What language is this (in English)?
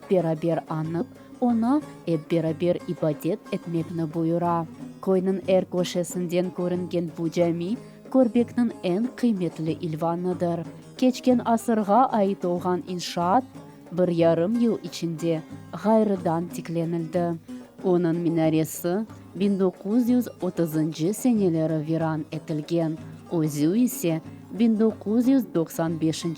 Crimean Tatar